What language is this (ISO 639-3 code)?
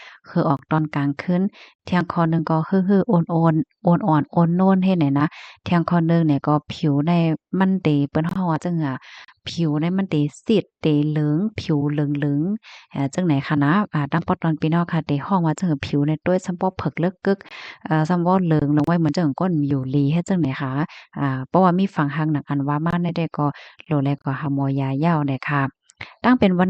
shn